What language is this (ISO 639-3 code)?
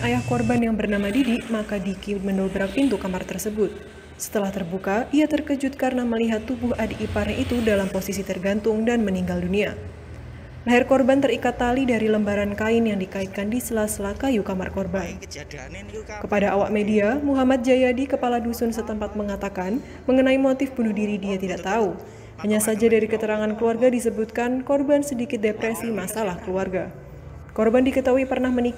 ind